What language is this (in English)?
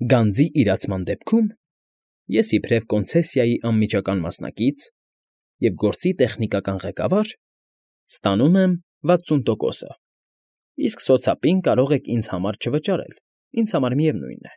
Armenian